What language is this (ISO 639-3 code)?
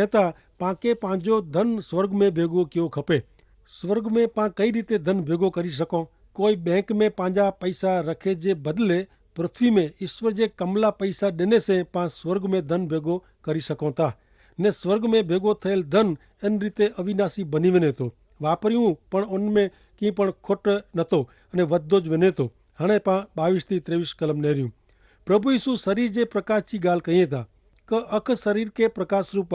kfr